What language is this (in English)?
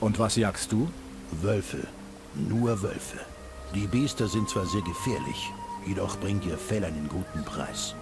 Bavarian